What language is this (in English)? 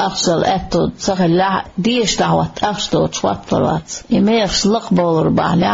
Chechen